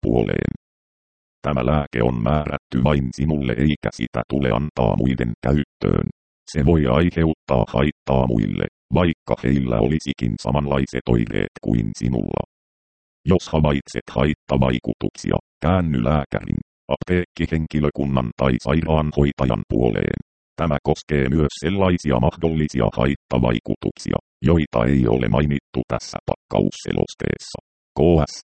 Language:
Finnish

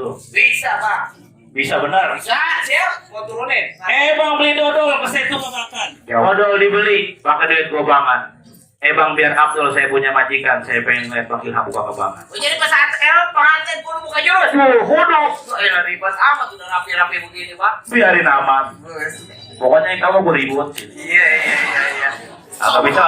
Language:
Betawi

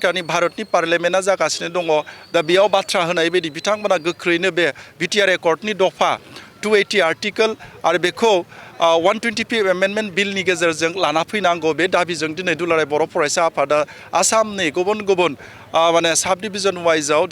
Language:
Bodo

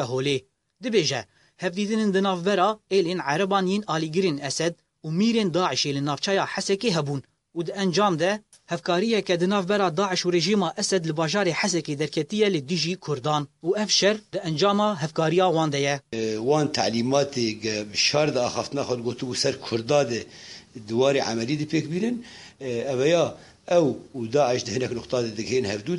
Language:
Kurdish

